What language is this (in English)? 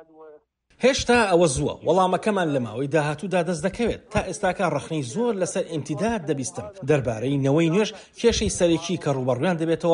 Central Kurdish